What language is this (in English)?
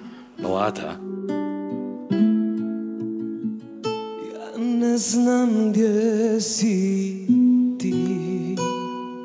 Serbian